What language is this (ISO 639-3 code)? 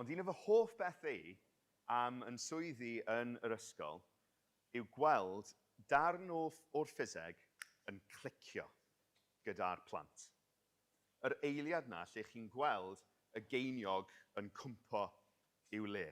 cym